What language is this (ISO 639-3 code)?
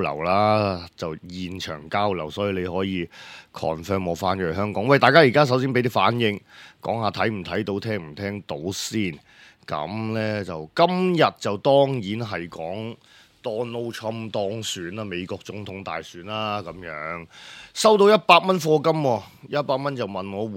yue